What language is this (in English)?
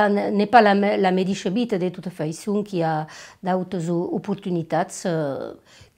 Occitan